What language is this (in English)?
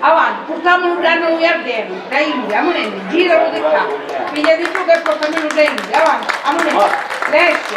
Sicilian